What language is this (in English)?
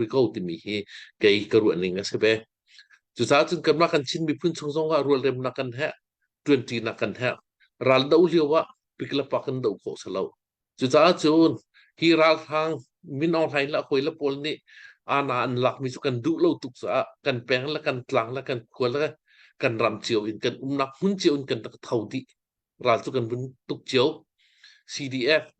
Hakha Chin